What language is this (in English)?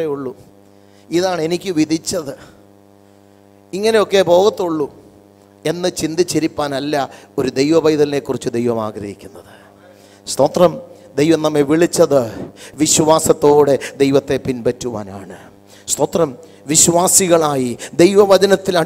Malayalam